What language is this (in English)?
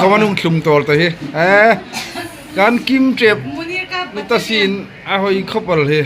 Hmar